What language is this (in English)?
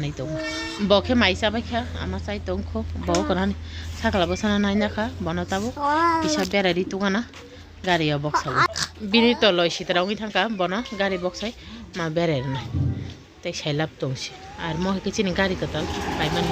Kok Borok